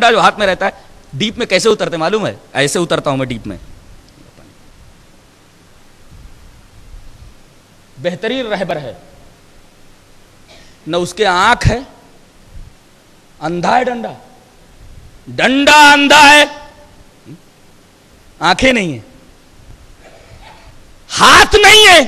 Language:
Urdu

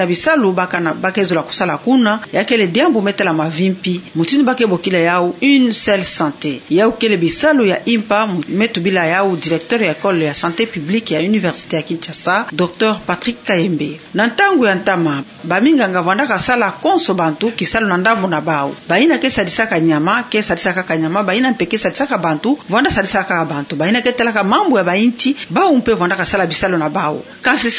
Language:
Kituba (Democratic Republic of Congo)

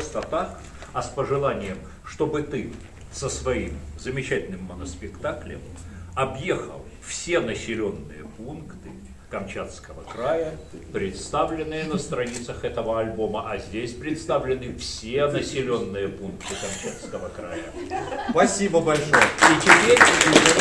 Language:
Russian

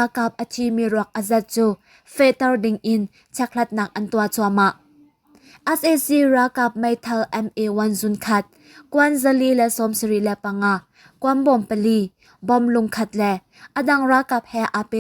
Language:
Hakha Chin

